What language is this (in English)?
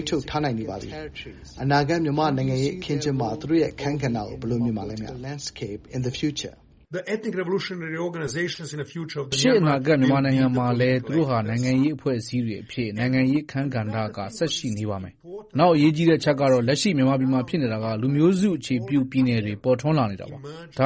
Burmese